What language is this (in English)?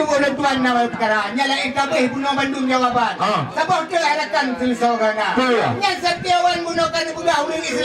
Achinese